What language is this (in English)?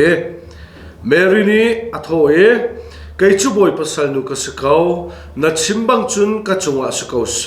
Hakha Chin